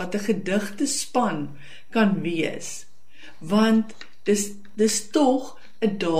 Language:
Afrikaans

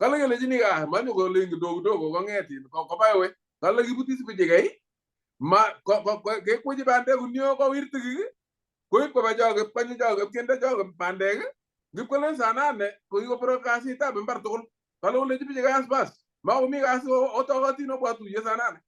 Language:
Kalenjin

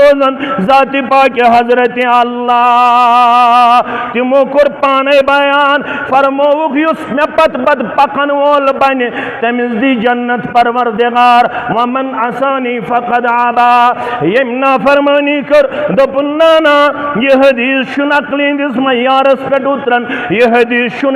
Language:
Kashmiri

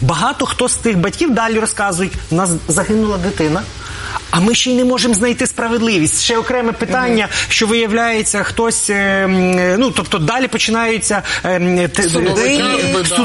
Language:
Ukrainian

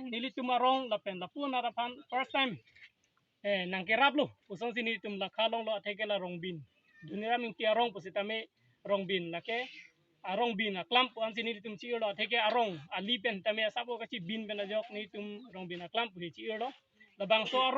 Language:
Karbi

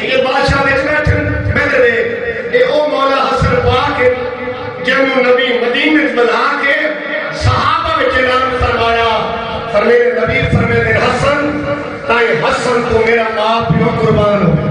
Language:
Saraiki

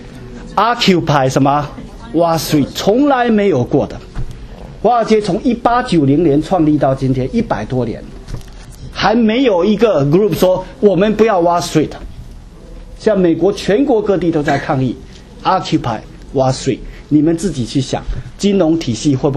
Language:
Chinese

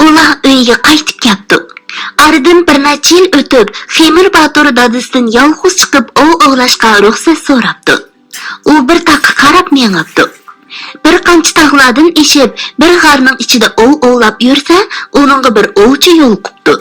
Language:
Uyghur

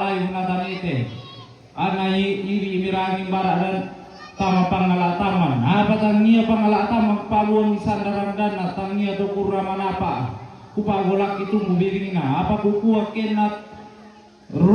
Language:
Toraja-Sa'dan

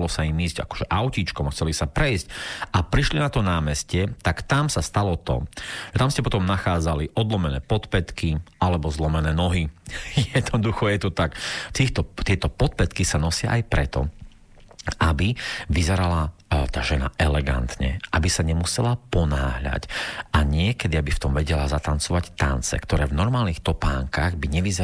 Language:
Slovak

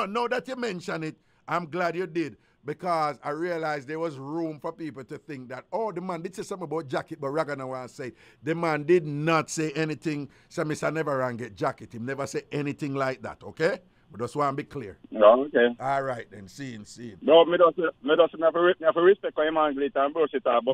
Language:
Jamaican Creole English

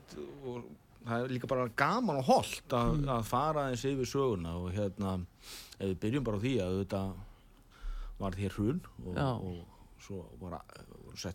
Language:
Icelandic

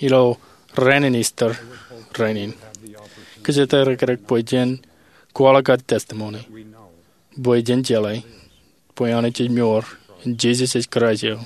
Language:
Marshallese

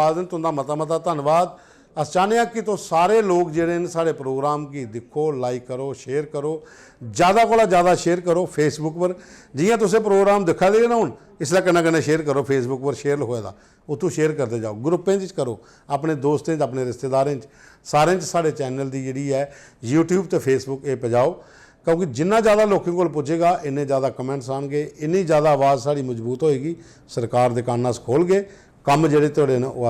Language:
Dogri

